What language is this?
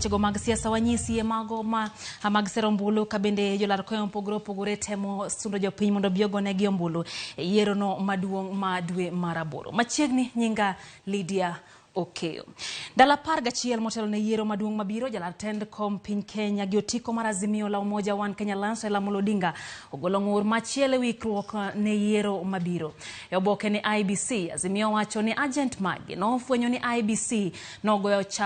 Luo (Kenya and Tanzania)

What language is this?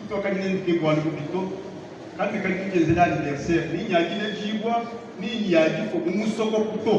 Luba-Lulua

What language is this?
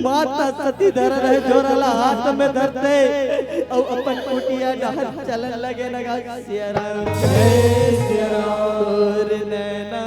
Chhattisgarhi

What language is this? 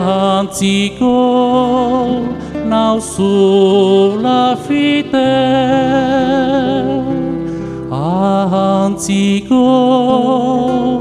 Basque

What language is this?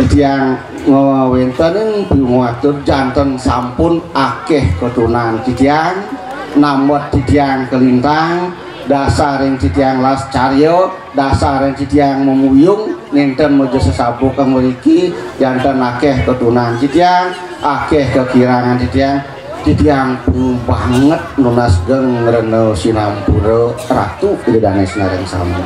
Balinese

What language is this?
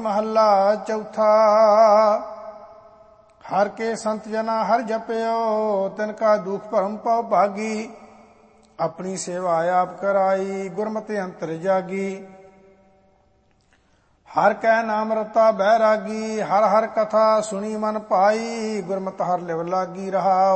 Punjabi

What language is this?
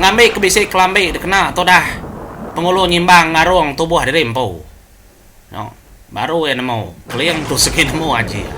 Iban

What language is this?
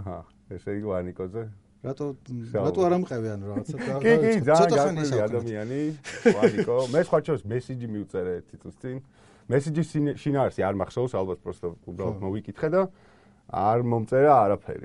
Georgian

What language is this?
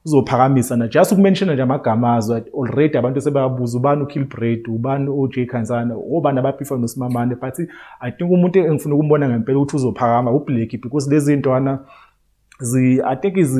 Zulu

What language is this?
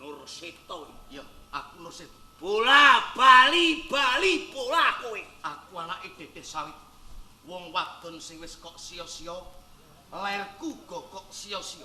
Javanese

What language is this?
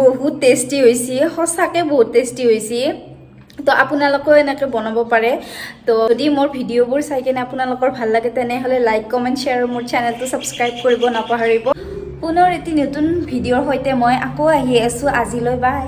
Assamese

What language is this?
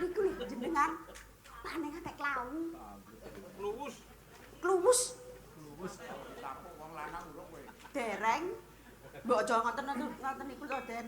Javanese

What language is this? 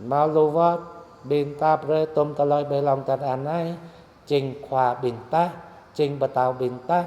Jarai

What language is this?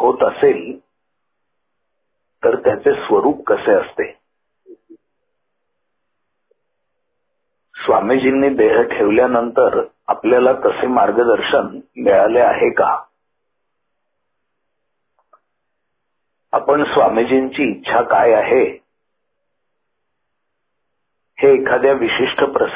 Marathi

